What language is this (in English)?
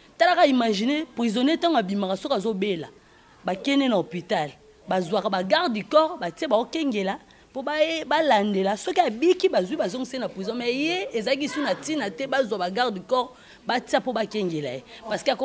Lingala